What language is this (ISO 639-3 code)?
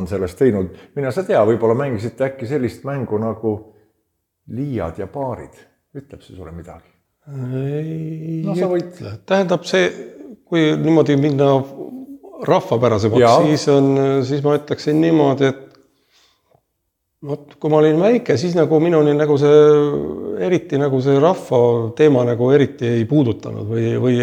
est